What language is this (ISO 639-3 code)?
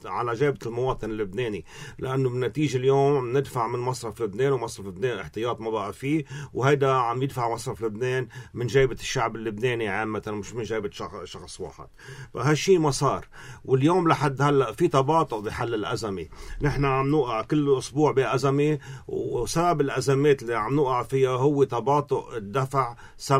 apc